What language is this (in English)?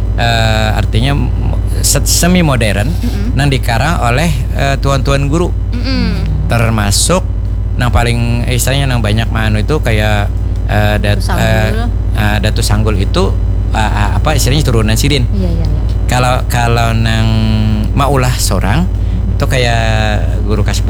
Banjar